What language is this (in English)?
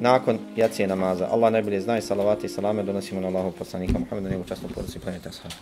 Bosnian